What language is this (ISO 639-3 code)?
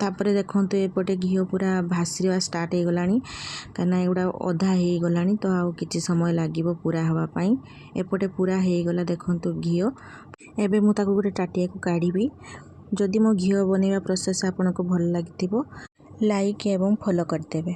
ori